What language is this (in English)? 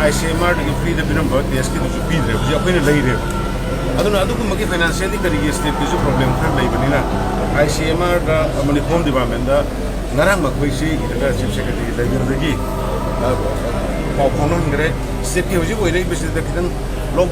Manipuri